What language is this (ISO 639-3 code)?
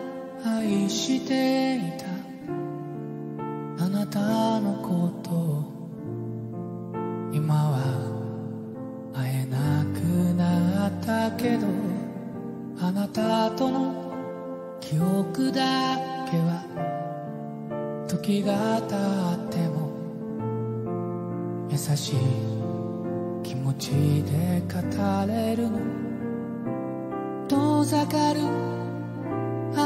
jpn